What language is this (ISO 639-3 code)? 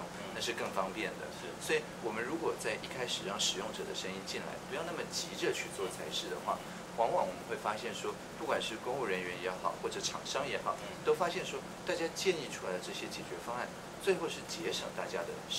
zho